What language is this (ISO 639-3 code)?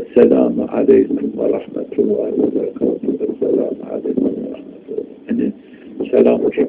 zza